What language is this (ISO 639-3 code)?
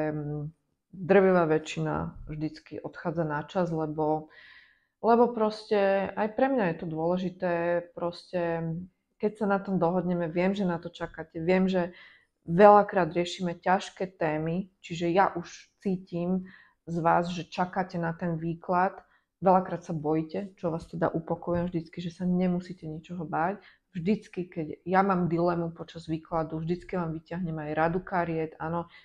slk